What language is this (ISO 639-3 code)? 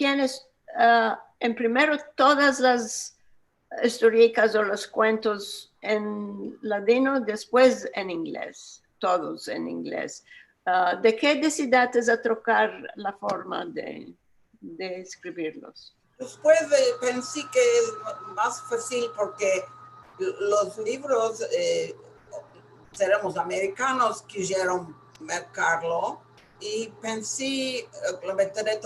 lad